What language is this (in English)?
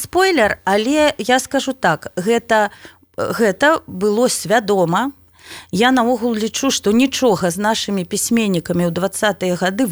Belarusian